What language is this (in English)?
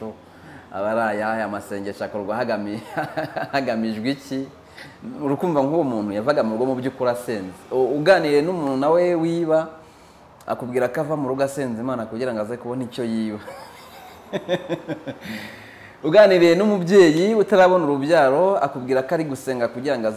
Kinyarwanda